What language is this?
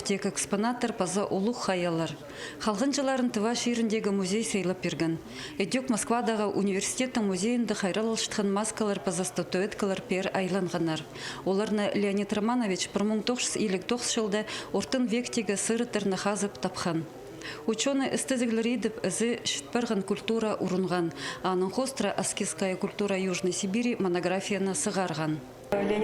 Khakas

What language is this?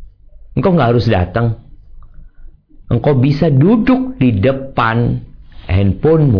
Indonesian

